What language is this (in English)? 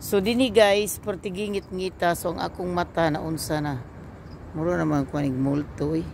Cebuano